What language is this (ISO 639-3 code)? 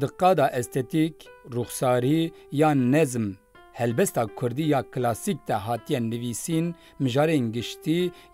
kur